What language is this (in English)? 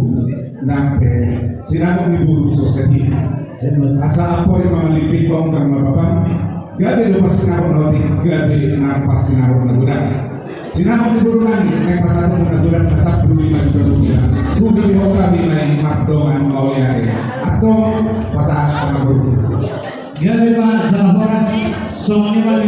Batak Toba